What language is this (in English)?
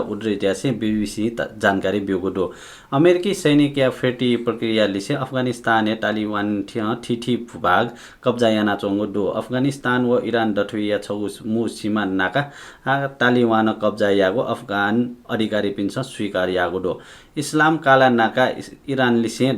Newari